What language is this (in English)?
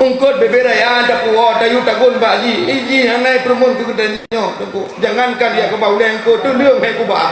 Achinese